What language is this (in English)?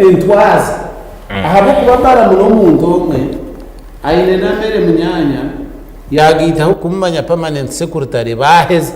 Nyankole